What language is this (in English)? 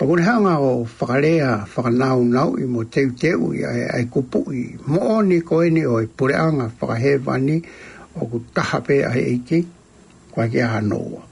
Tongan